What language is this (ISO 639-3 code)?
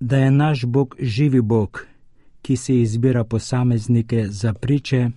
slv